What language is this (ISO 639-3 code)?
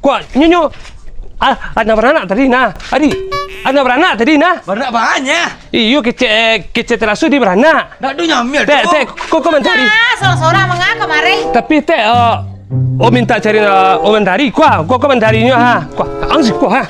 min